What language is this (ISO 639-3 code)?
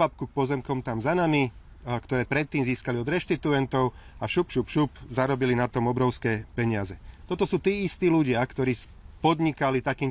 slk